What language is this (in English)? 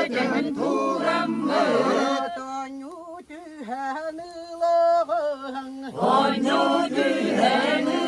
Yakut